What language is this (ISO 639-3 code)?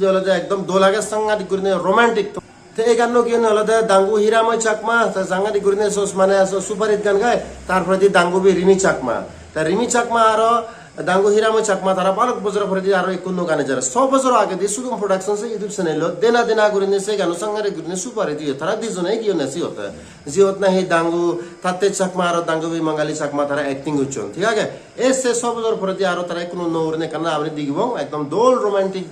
ccp